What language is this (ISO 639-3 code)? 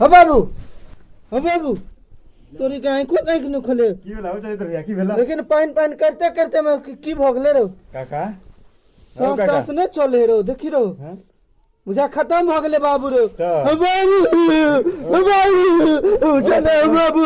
mai